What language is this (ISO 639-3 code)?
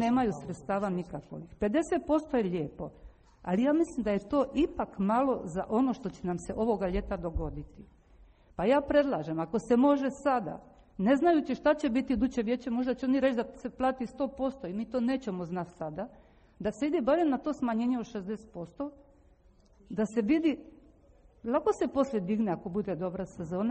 hrv